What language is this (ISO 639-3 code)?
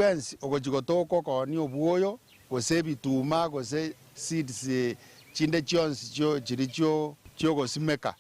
guz